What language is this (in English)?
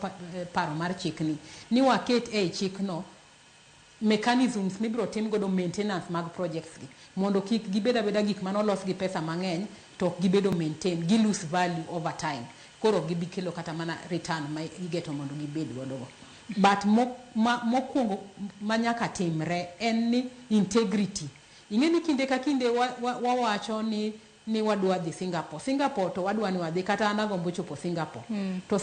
Luo (Kenya and Tanzania)